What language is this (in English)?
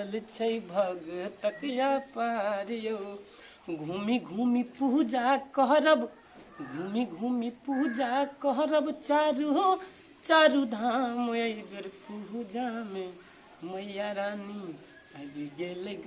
Maithili